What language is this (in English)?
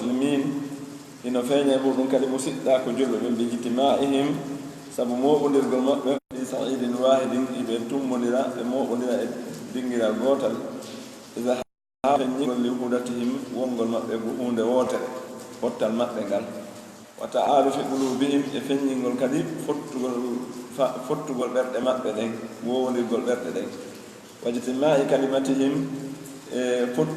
Pular